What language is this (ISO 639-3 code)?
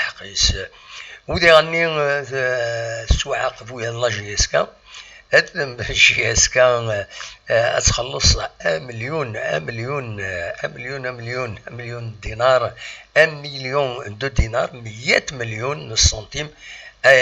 kab